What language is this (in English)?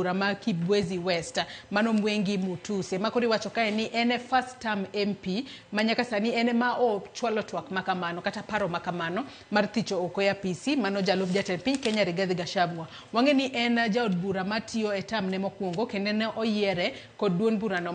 Luo (Kenya and Tanzania)